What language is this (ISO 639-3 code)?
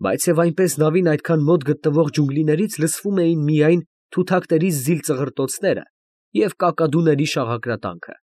hye